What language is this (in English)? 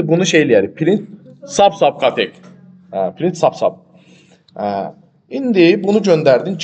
Azerbaijani